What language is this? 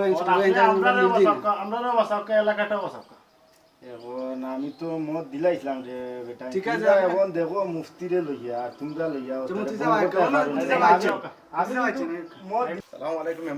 Sylheti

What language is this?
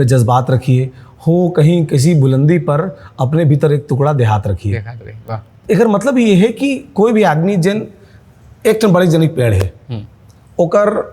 Chhattisgarhi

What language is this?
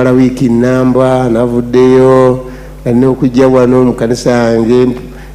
Ganda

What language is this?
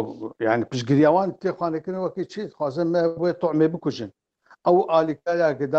Kurdish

